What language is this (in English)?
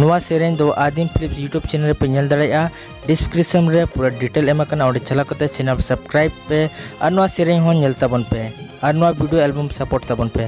Santali